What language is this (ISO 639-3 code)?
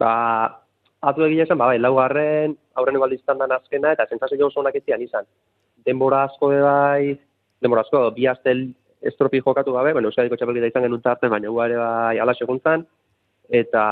eus